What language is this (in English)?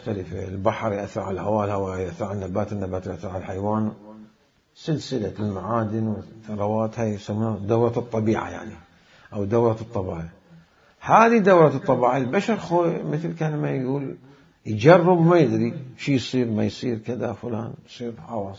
Mesopotamian Arabic